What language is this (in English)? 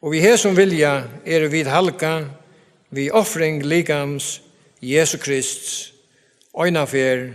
Faroese